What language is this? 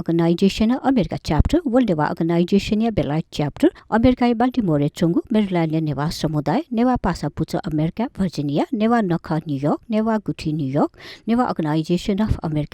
Newari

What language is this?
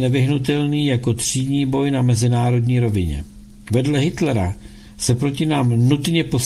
Czech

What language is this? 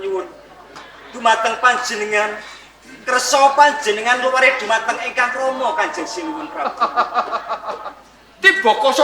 Javanese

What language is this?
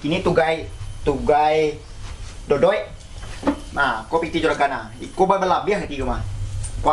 Minangkabau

